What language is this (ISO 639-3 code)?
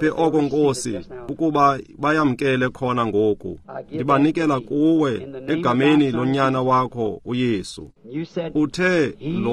xho